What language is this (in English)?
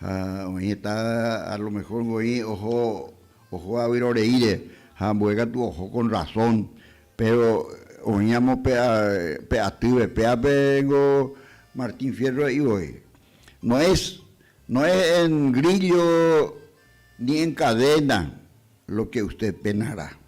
Guarani